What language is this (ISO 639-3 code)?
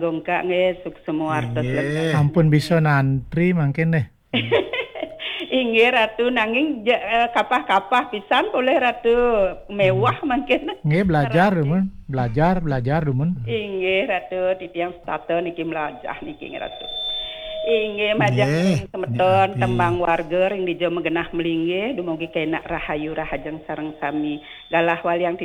ban